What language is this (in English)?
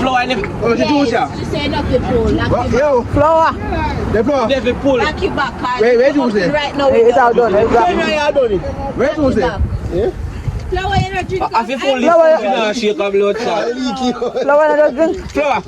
Jamaican Creole English